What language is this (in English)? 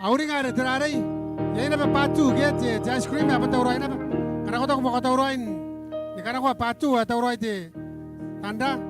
Gilbertese